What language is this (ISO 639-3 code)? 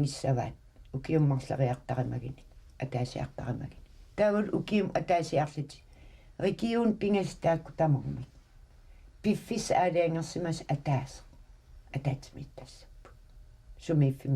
kal